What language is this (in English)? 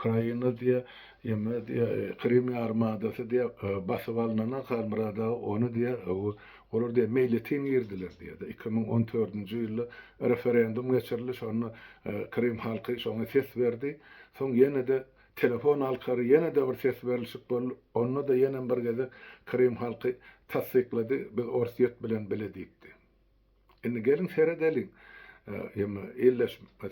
Turkmen